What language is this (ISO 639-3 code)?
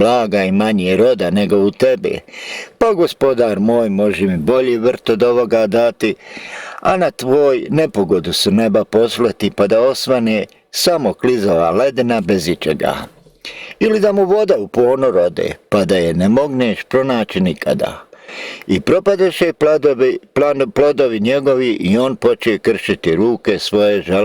bos